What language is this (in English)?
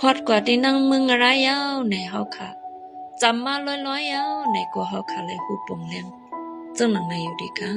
Shan